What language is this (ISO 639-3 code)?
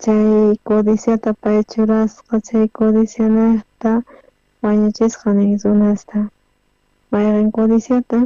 quh